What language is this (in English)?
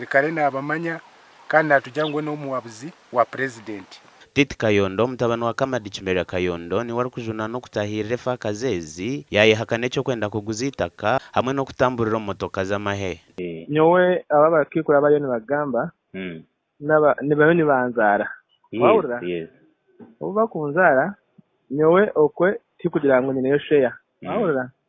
Nyankole